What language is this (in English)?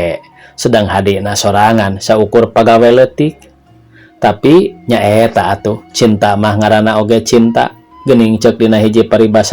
Sundanese